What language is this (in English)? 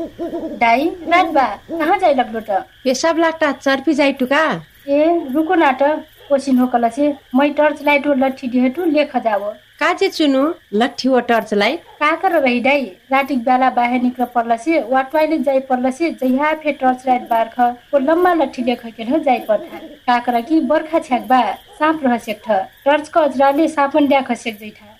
Dangaura Tharu